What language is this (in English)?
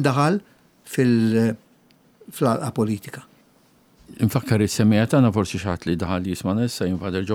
Maltese